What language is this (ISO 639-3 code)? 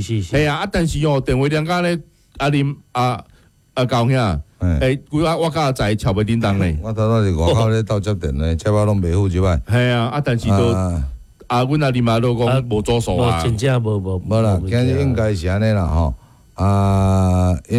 nan